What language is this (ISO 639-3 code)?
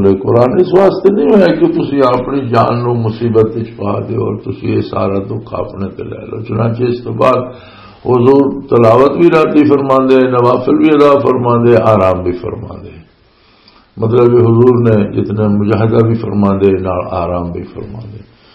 lah